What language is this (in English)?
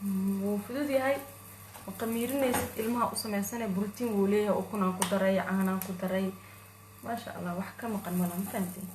Somali